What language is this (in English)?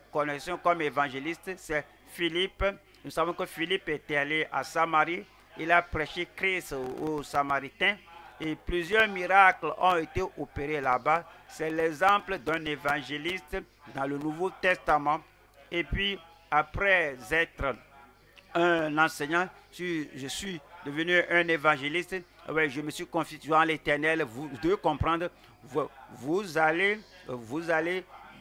French